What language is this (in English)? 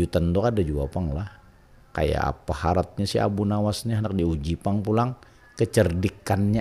Banjar